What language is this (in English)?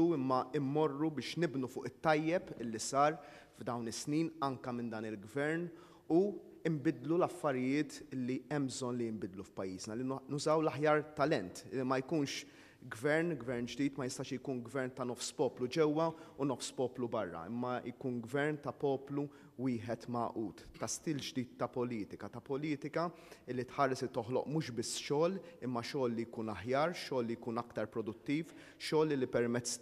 Maltese